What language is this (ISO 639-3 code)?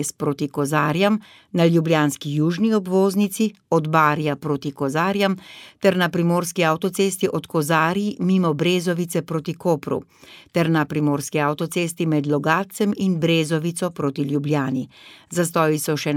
slv